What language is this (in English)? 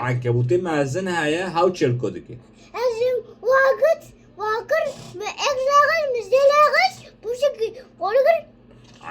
Kurdish